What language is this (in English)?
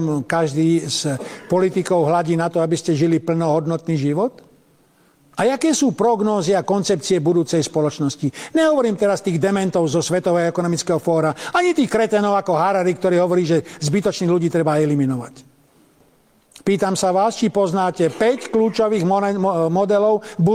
Slovak